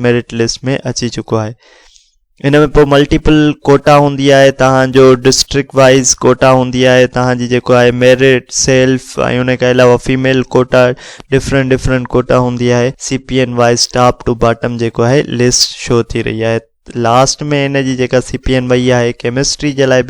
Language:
Sindhi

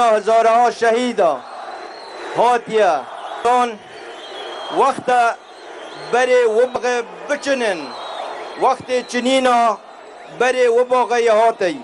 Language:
Kurdish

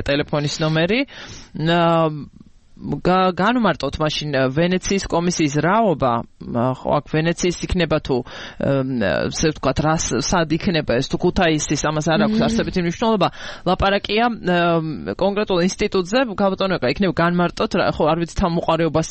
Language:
Georgian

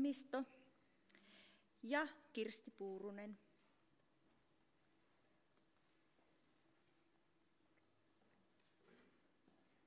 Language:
Finnish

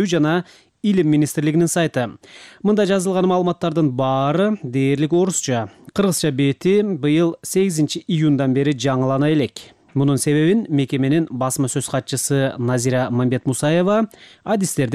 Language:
Kyrgyz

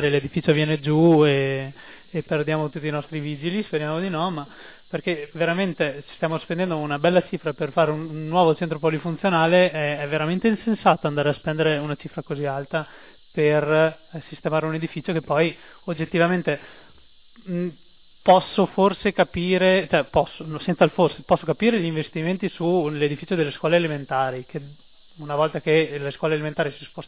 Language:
Italian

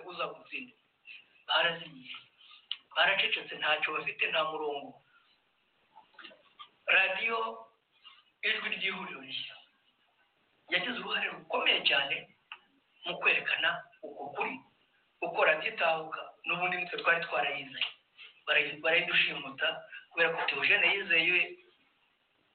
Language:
Kinyarwanda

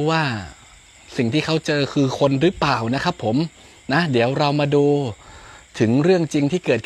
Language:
Thai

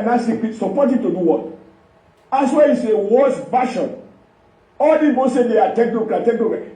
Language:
Nigerian Pidgin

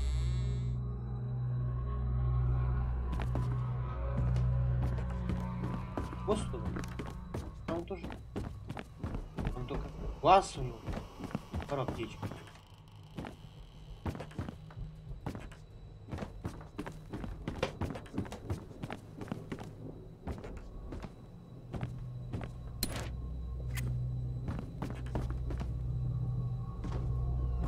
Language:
Russian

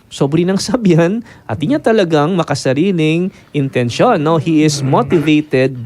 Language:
Pampanga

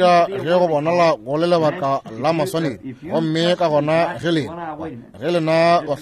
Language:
Northern Sotho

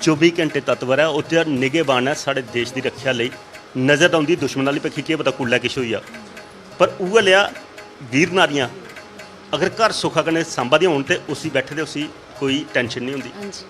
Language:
Dogri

